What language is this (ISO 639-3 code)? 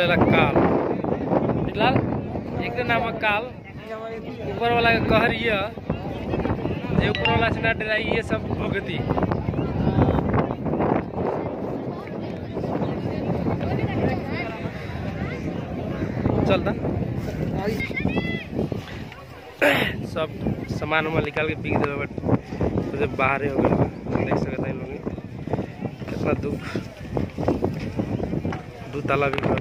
bho